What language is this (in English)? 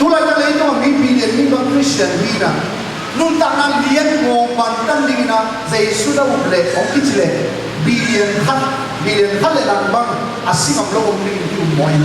Tedim Chin